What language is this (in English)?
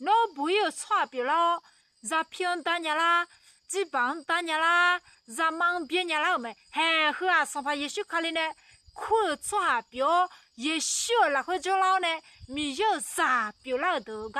Akha